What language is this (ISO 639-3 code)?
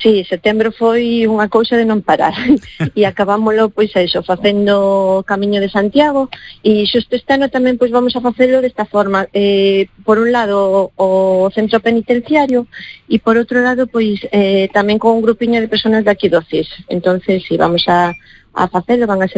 glg